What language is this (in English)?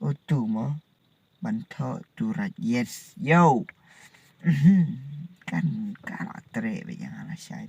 Khasi